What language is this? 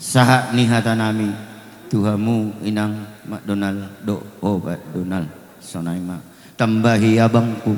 Batak Simalungun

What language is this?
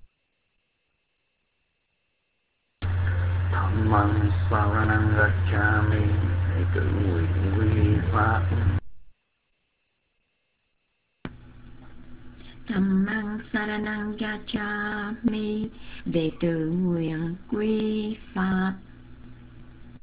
Vietnamese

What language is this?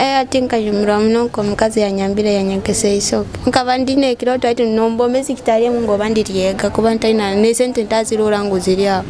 Nyoro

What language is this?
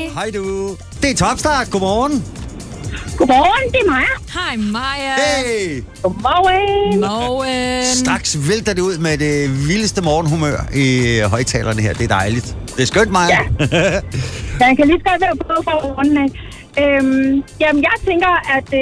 Danish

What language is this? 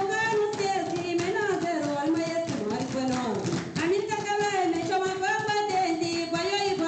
Kabuverdianu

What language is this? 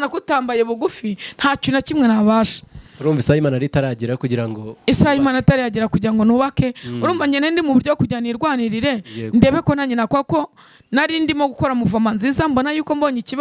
Kinyarwanda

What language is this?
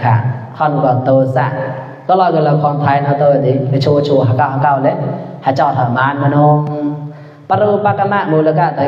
Mon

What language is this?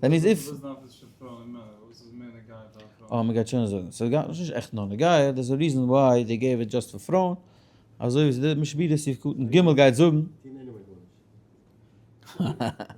Yiddish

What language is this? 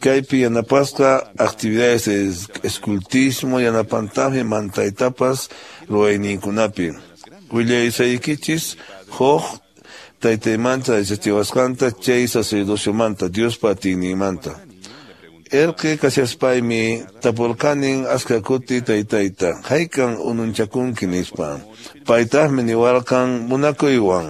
Quechua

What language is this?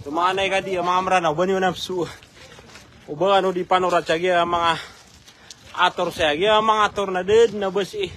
Maranao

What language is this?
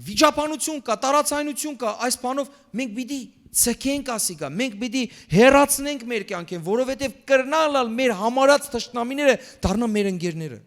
Western Armenian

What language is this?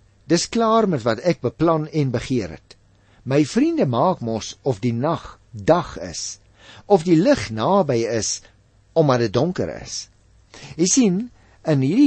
Afrikaans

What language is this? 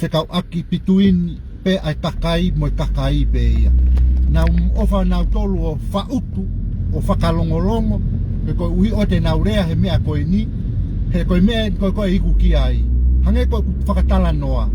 Tongan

